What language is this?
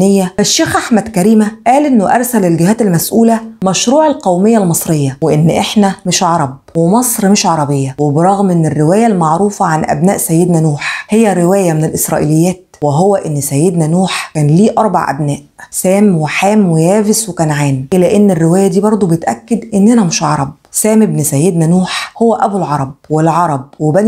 Egyptian Arabic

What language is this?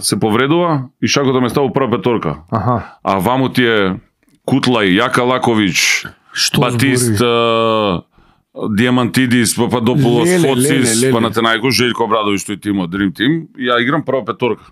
Macedonian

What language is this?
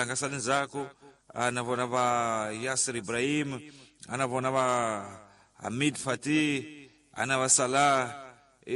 Tsonga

